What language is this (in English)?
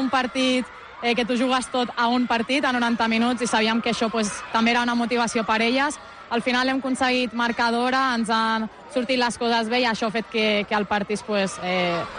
Catalan